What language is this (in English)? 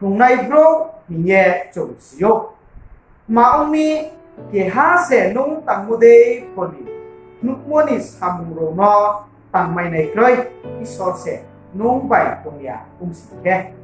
Riang (India)